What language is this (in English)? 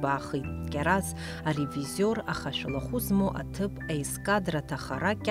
Abkhazian